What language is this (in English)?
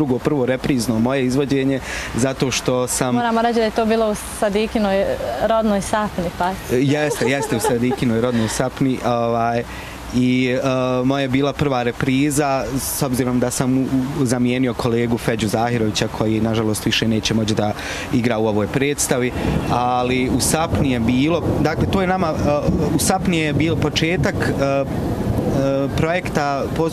Bosnian